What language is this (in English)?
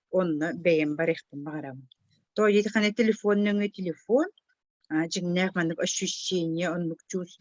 Yakut